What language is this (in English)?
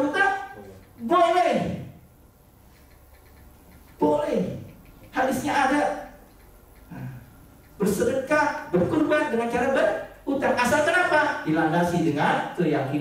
Indonesian